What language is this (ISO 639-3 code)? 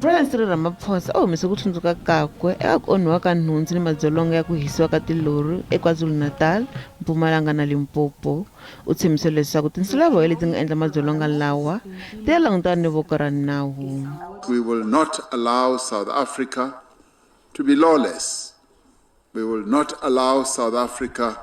tso